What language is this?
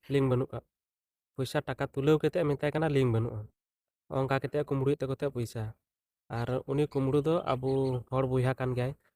Santali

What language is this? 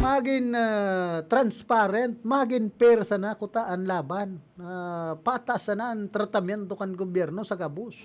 Bikol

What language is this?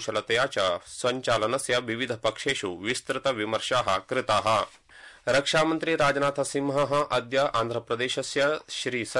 Sanskrit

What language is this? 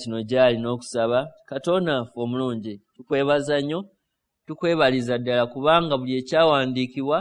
Ganda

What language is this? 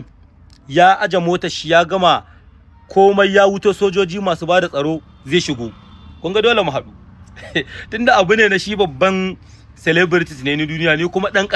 Hausa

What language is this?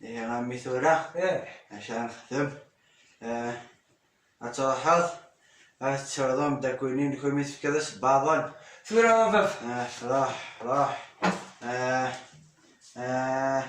Kabyle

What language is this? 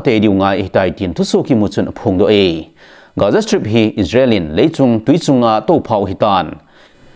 Thado Chin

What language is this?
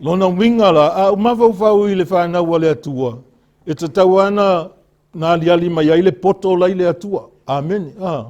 Samoan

